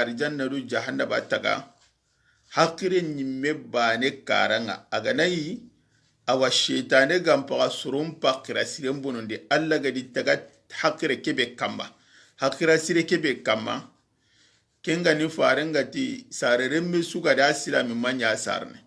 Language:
Soninke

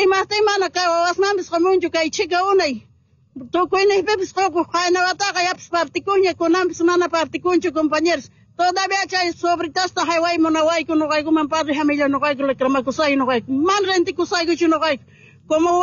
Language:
Quechua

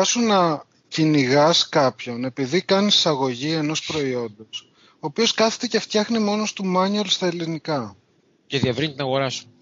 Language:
Greek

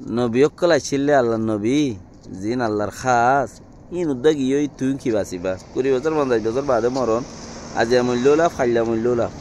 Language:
Rohingya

